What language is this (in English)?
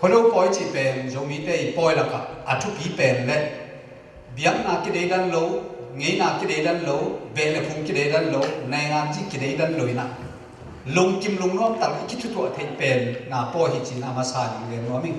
Tedim Chin